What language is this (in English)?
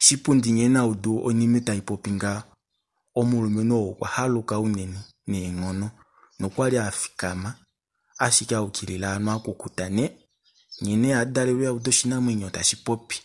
Kuanyama